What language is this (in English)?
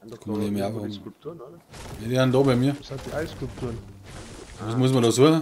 Bavarian